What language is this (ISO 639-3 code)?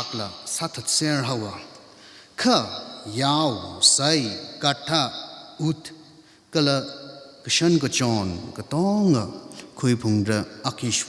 nmf